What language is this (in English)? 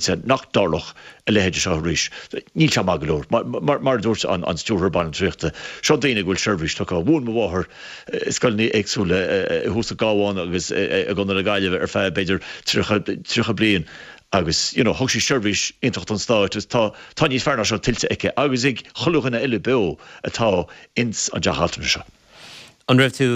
Irish